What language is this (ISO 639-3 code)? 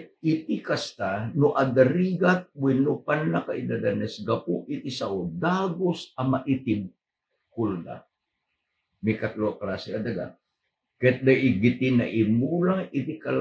ilo